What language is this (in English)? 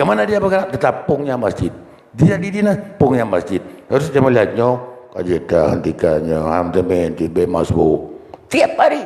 Achinese